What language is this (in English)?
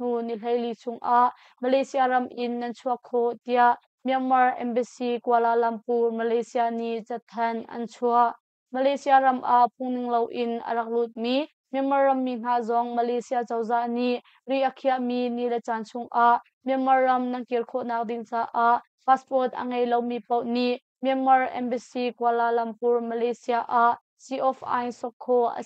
Hakha Chin